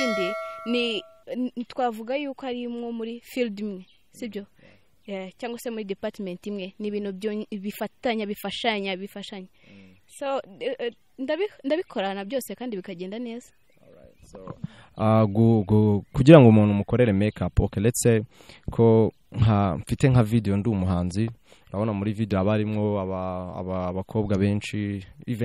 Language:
Kinyarwanda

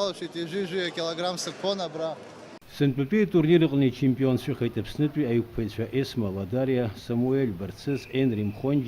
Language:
Abkhazian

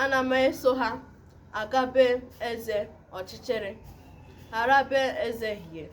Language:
Igbo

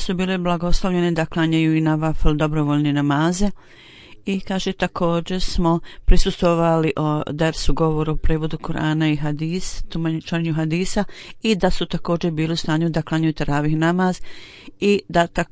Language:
Bosnian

